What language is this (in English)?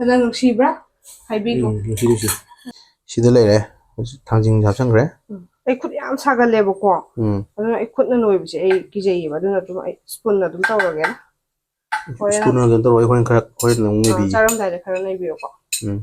Manipuri